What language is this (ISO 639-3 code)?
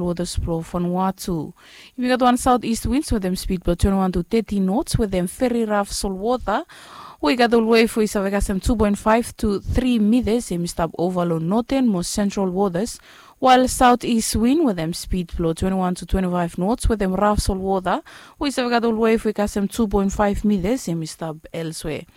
bis